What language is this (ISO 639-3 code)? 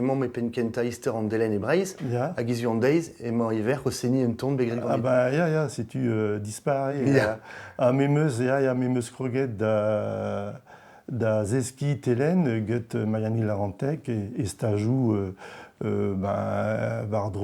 bre